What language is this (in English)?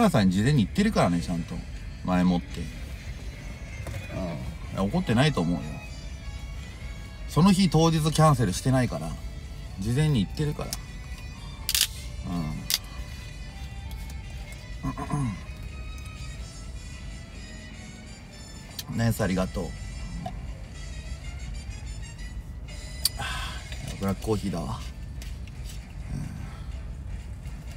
Japanese